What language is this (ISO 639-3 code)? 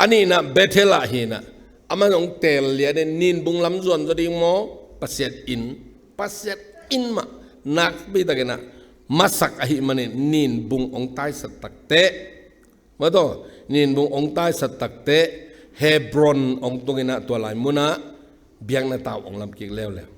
ctd